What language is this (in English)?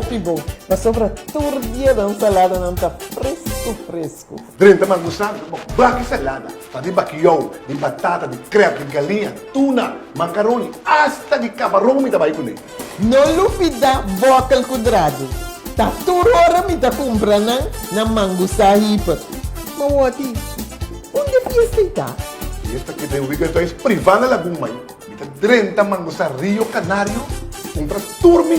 Papiamento